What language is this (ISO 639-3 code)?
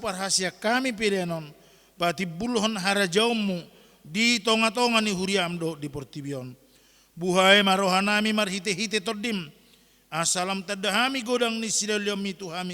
bbc